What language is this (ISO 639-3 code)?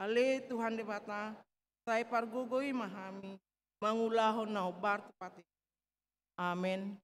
bbc